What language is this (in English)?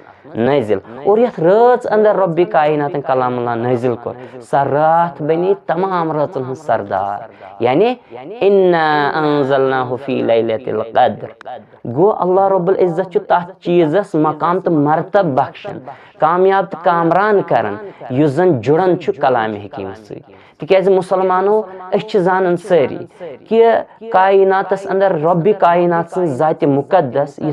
Kashmiri